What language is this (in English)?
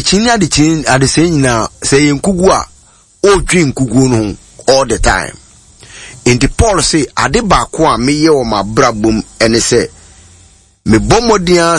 Akan